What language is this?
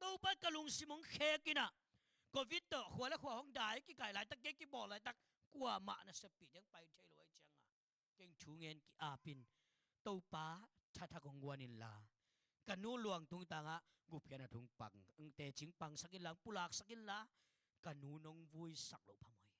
Tedim Chin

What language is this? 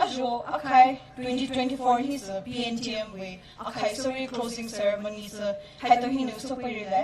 Poumei Naga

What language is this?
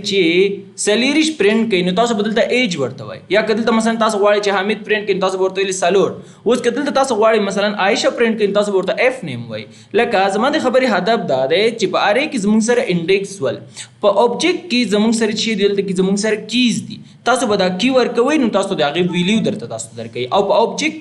Pashto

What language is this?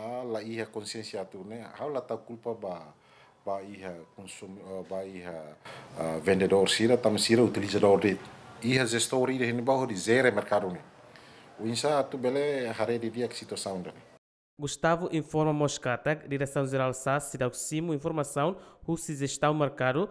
Tetum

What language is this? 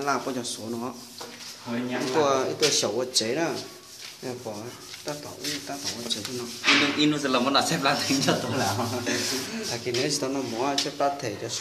Hmong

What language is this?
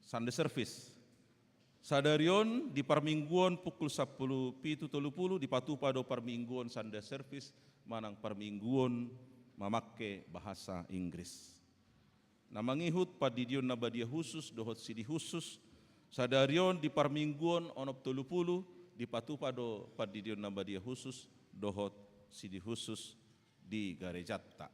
Batak Toba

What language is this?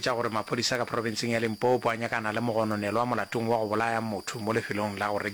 Northern Sotho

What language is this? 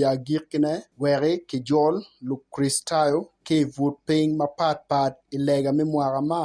Acoli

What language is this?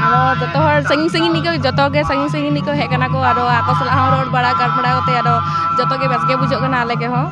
Santali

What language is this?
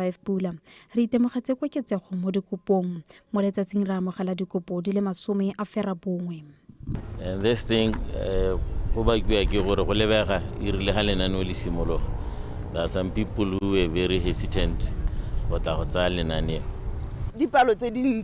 Tswana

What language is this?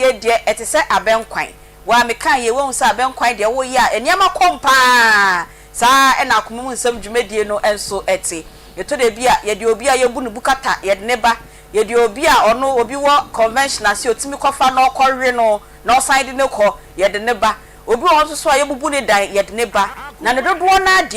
Akan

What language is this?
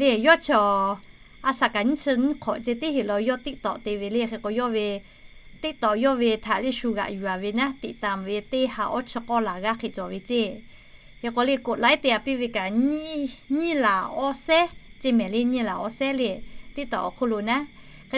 Lahu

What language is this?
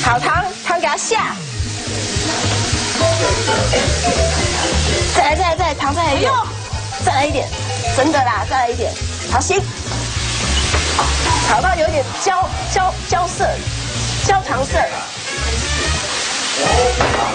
Chinese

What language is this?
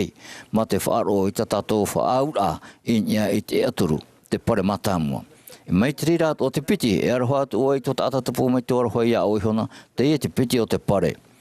Tahitian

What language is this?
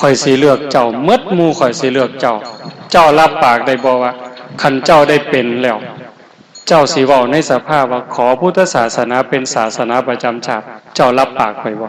Northeastern Thai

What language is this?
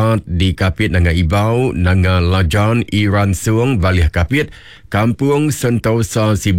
Iban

